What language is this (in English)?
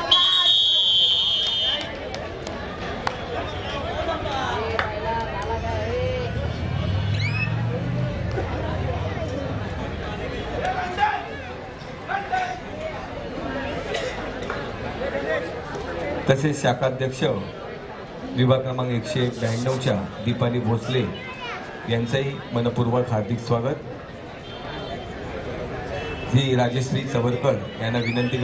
Marathi